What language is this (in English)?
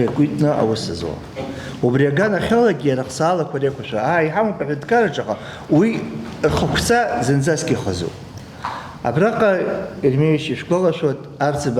Abkhazian